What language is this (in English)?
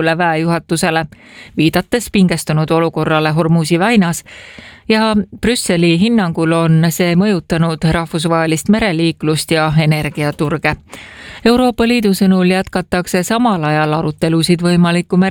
Estonian